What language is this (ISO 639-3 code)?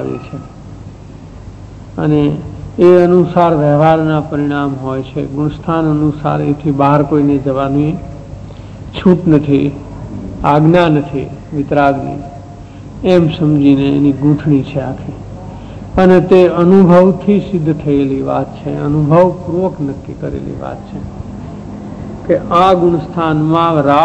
guj